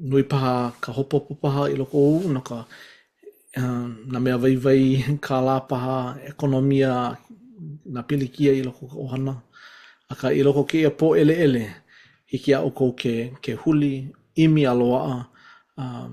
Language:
Hawaiian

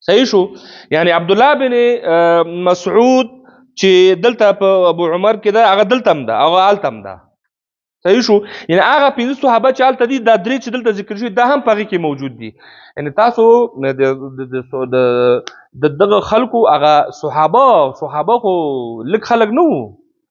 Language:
Pashto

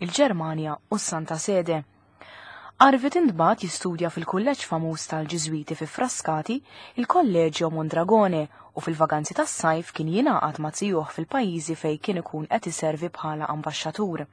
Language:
Maltese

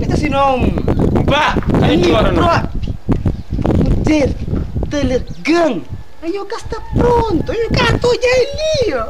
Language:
Kabuverdianu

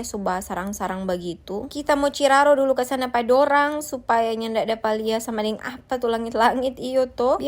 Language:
Manado Malay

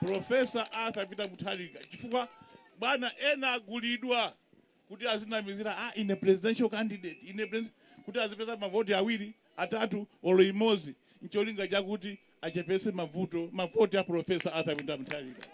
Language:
Nyanja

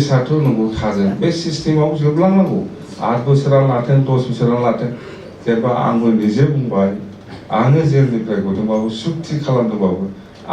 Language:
Bodo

